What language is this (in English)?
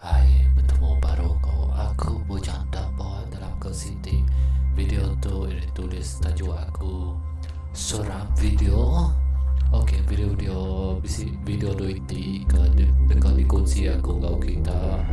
Iban